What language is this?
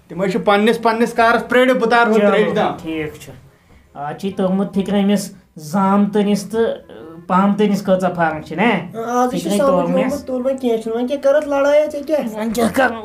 Kashmiri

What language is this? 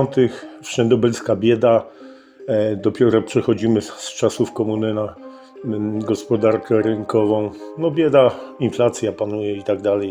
Polish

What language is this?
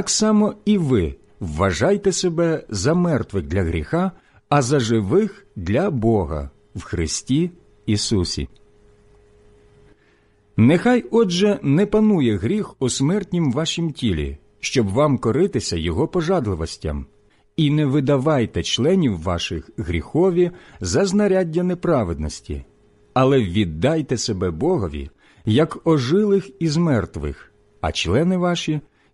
Ukrainian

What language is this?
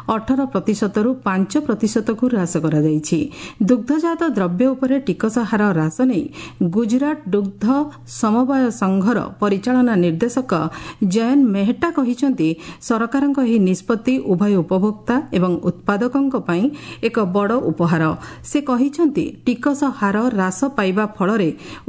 Odia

